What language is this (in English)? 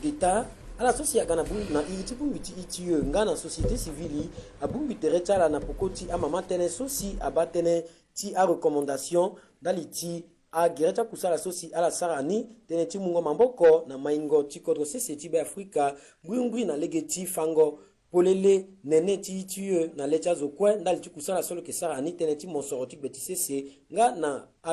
Sango